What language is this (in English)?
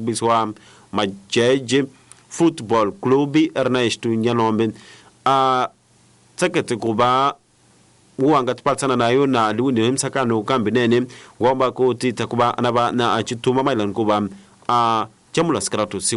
Tsonga